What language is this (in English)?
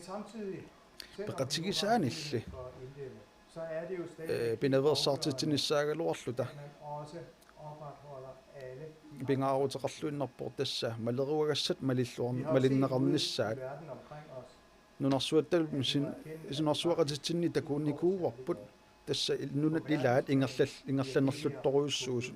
Kalaallisut